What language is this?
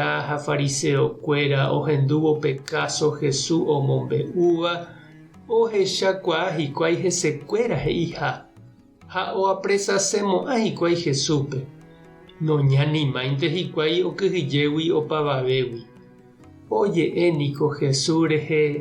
Guarani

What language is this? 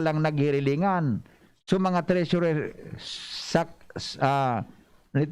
Bikol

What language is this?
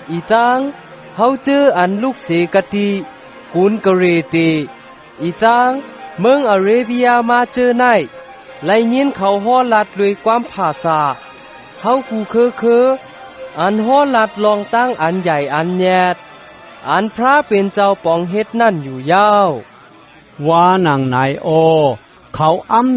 Shan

